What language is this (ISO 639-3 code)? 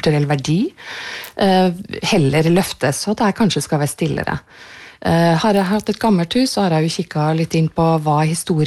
nor